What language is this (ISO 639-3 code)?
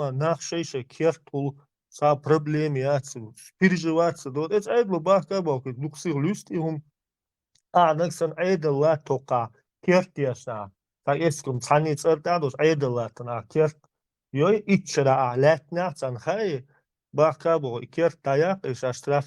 che